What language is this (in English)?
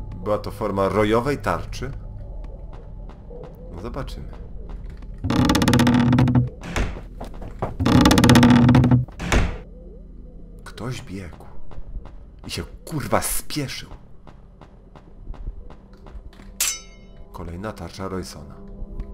Polish